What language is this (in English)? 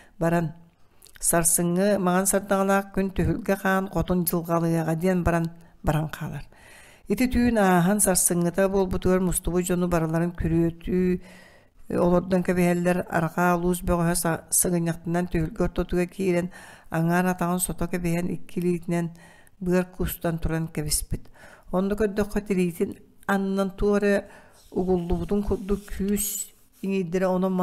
Yakut